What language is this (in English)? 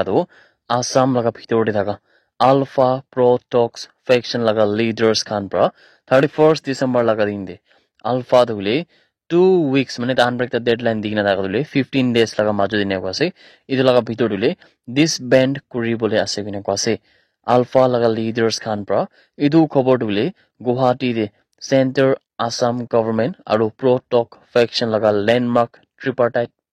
Naga Pidgin